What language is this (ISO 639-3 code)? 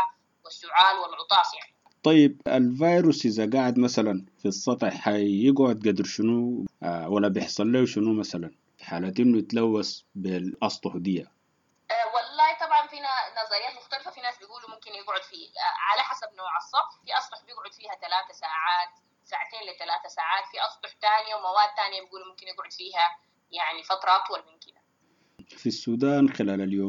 apd